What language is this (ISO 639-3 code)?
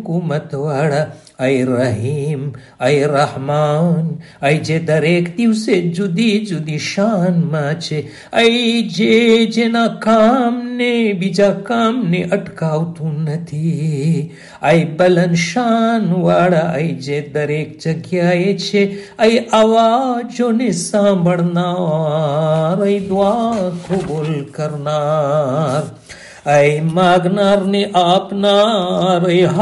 guj